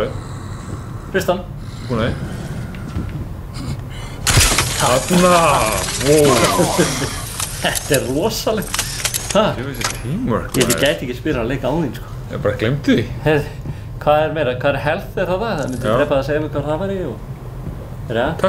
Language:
Icelandic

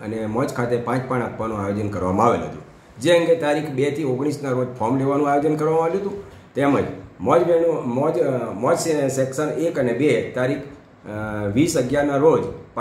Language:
Gujarati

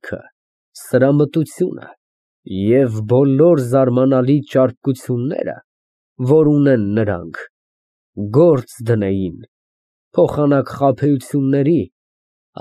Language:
Armenian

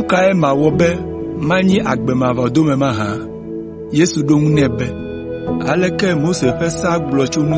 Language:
Ewe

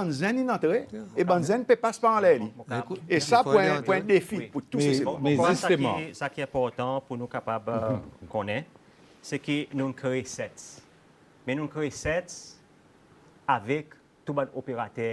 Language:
Seselwa Creole French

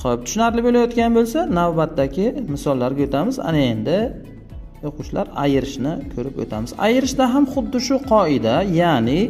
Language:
Uzbek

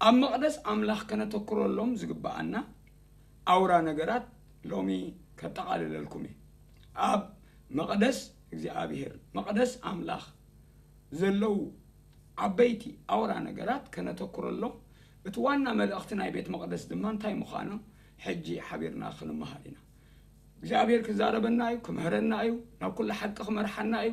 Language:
Tigrinya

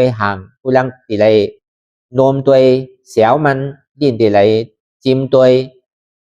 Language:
Shan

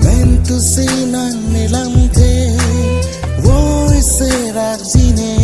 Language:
Karbi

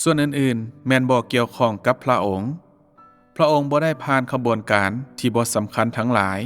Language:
Lao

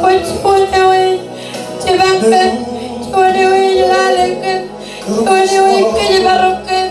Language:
Marshallese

